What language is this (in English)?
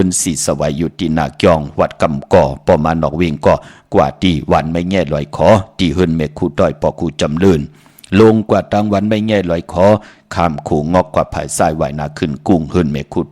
Shan